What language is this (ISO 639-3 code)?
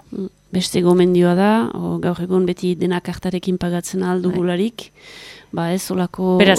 eus